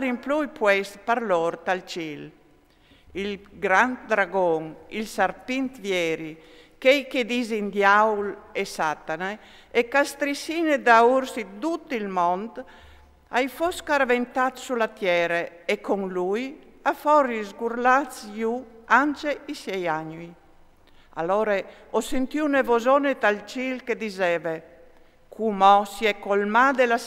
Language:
Friulian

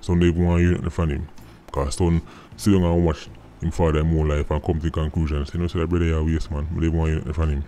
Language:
Jamaican Creole English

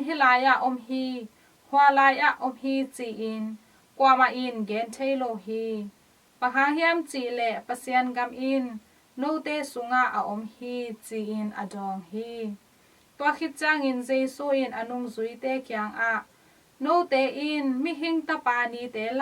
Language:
Tedim Chin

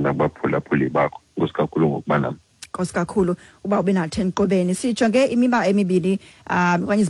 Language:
Xhosa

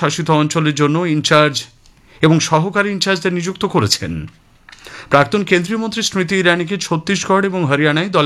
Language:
Bangla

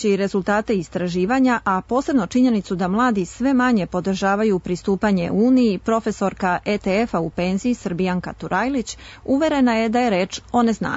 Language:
Serbian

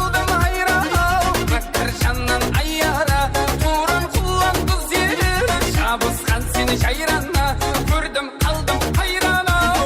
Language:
Kara-Kalpak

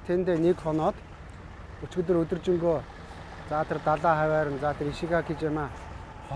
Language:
Mongolian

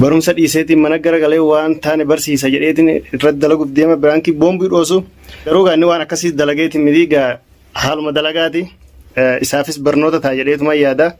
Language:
Oromo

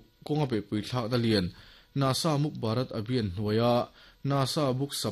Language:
Mizo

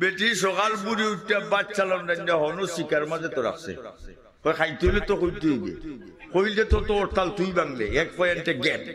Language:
Sylheti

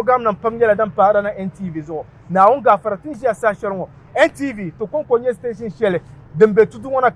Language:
Dagbani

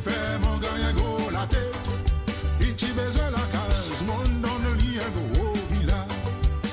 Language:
Morisyen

